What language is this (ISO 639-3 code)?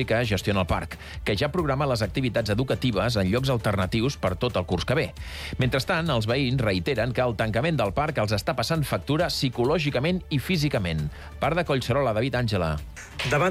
cat